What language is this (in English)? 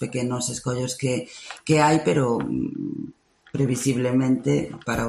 Galician